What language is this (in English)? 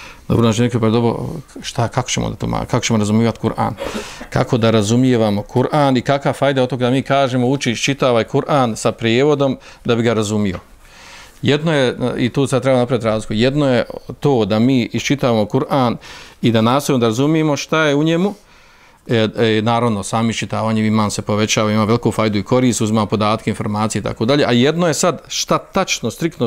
Bosnian